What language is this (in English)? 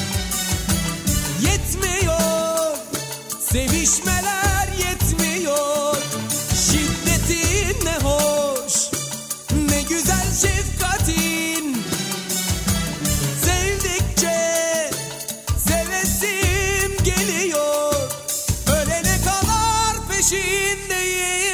Turkish